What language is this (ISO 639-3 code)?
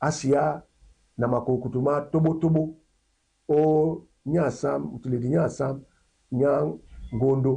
dua